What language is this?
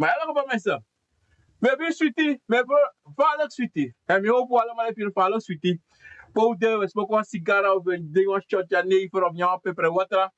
Sranan Tongo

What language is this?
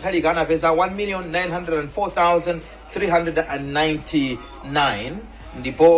Nyanja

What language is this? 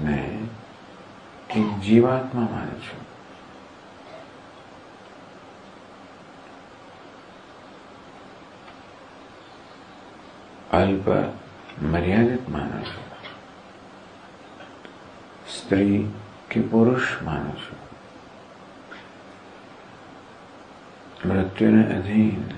Gujarati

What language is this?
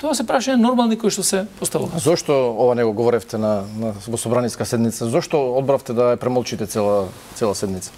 Macedonian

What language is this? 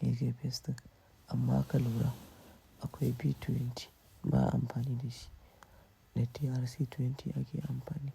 Hausa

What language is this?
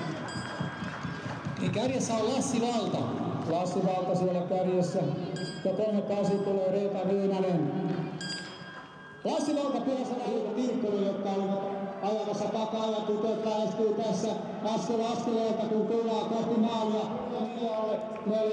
Finnish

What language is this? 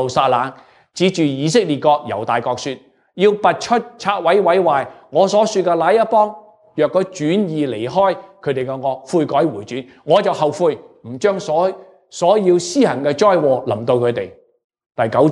Cantonese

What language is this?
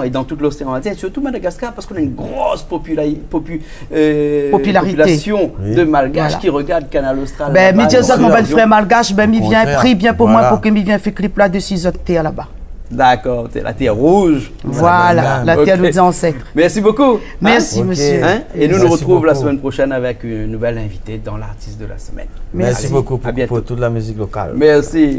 Réunion Creole French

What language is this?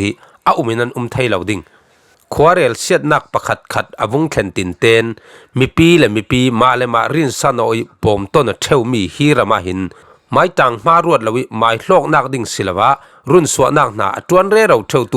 Falam Chin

